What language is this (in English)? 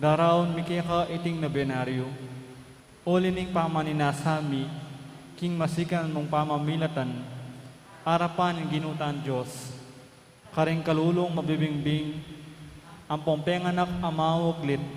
Pampanga